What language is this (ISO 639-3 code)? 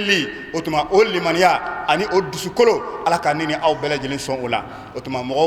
bam